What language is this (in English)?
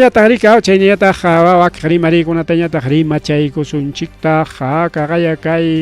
Ayacucho Quechua